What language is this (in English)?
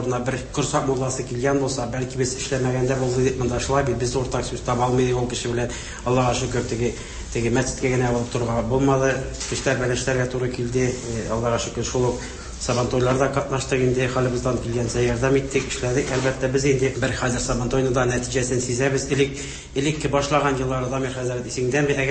Tatar